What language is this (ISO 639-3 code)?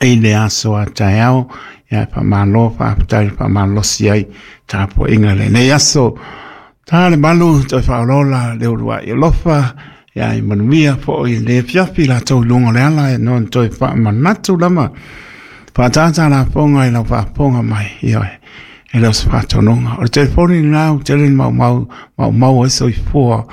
smo